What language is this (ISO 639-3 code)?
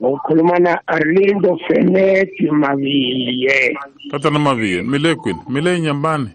tso